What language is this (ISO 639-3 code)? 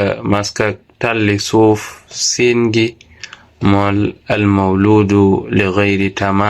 wol